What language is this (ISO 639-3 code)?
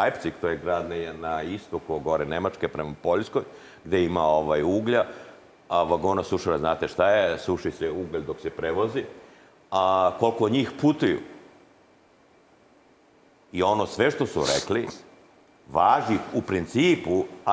srp